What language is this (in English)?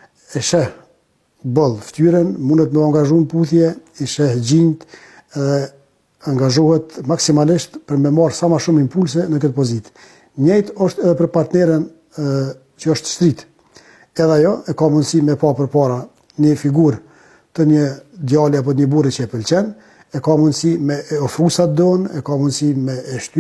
Albanian